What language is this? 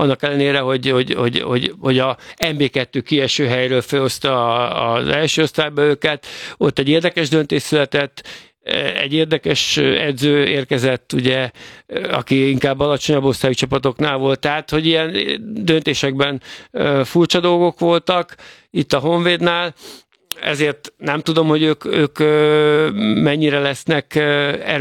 Hungarian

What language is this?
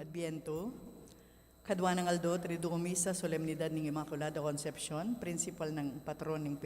Pampanga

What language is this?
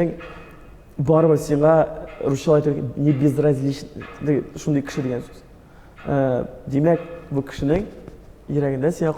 Tatar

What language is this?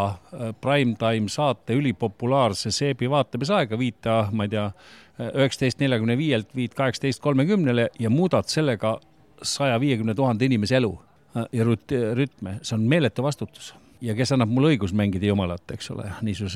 Estonian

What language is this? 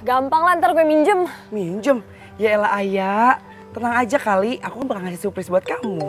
Betawi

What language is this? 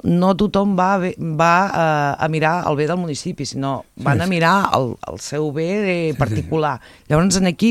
Catalan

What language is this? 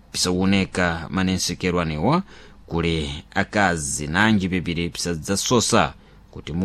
Sena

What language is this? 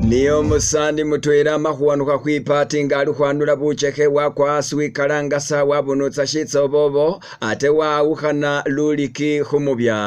Masaaba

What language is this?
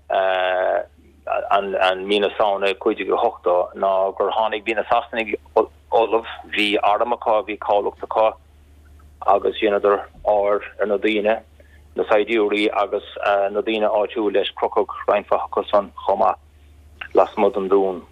Irish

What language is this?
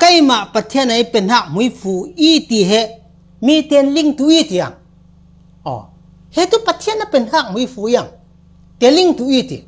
Falam Chin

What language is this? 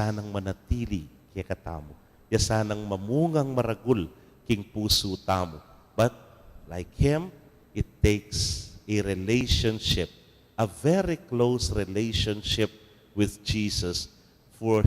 Pampanga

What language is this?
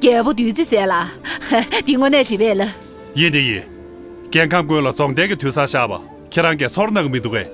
Tibetan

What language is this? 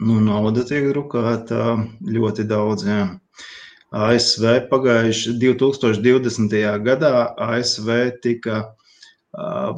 Latvian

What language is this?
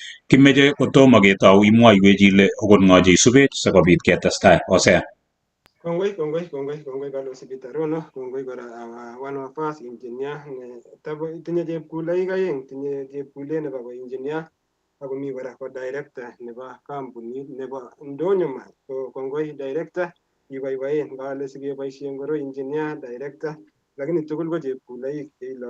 Kalenjin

